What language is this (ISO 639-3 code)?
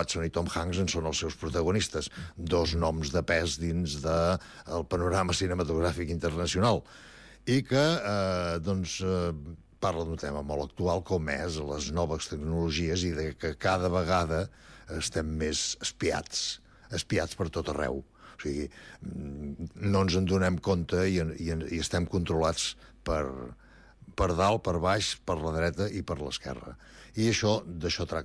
cat